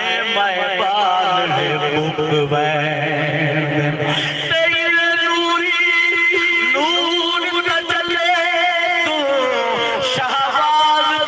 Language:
Saraiki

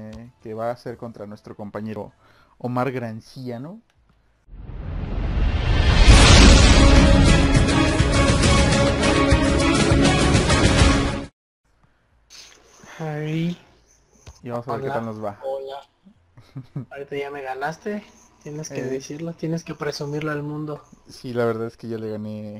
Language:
Spanish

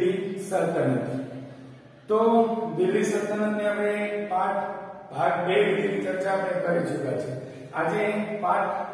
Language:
Gujarati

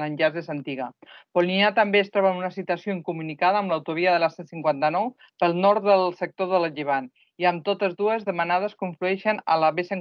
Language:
Catalan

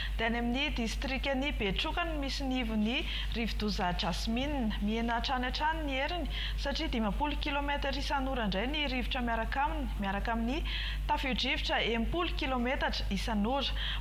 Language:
Malagasy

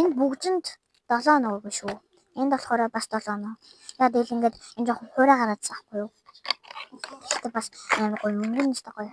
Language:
Mongolian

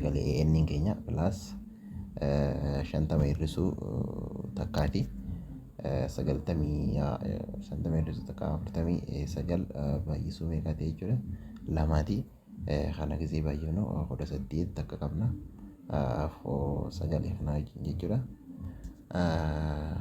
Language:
Oromo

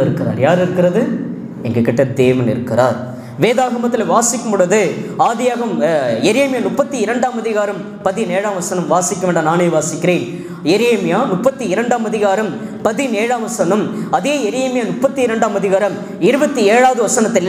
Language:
Tamil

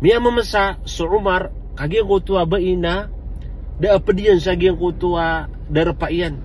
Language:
Maranao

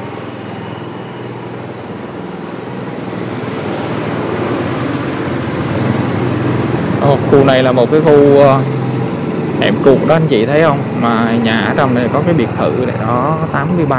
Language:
Vietnamese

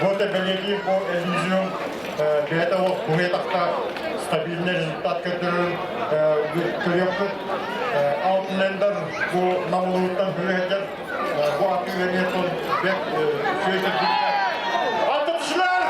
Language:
Yakut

